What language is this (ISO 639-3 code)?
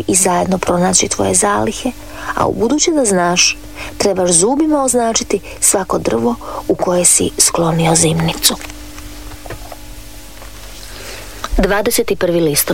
hrv